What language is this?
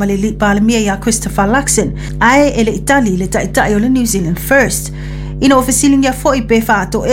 Samoan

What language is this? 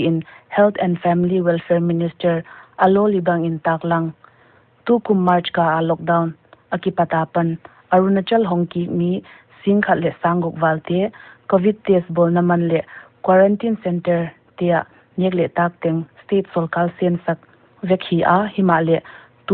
Paite Chin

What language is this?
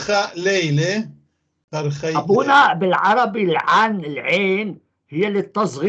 North Levantine Arabic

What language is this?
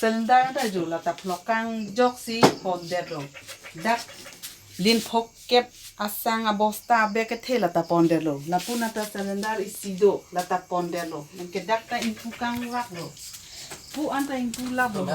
Karbi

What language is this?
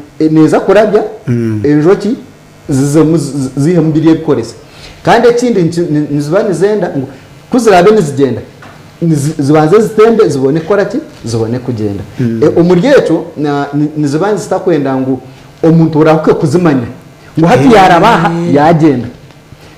Nyankole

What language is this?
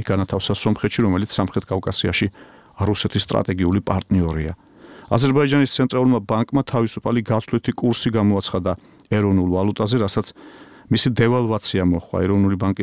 Georgian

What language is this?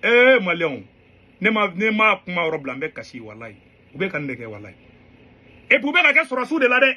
Bambara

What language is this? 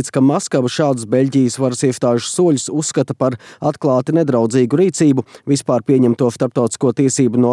Latvian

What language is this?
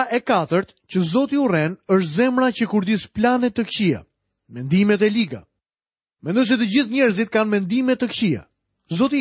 Albanian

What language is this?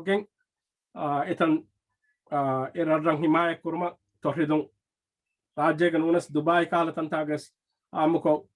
Divehi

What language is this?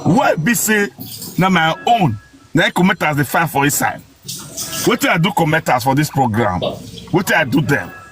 Nigerian Pidgin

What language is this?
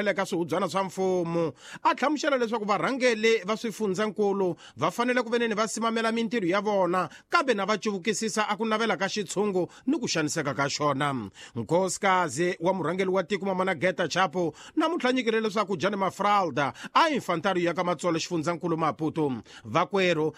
Tsonga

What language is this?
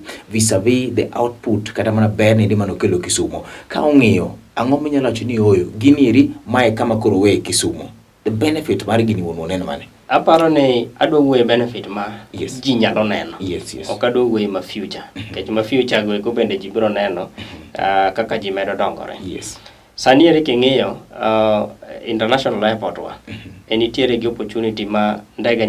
Luo (Kenya and Tanzania)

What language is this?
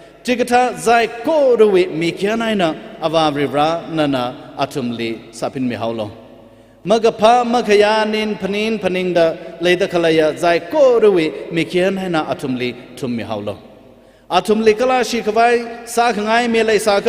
Tangkhul Naga (India)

